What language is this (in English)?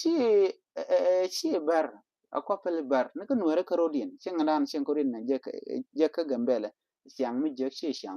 Nuer